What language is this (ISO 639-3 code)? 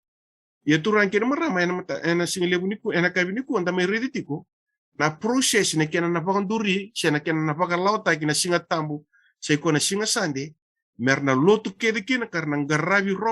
fij